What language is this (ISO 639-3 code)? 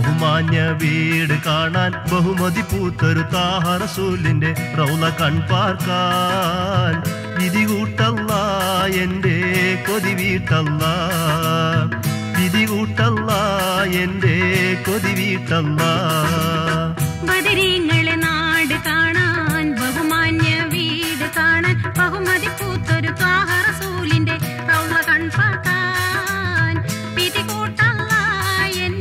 mal